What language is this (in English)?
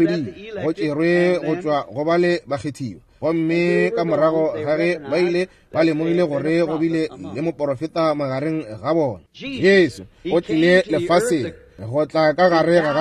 Northern Sotho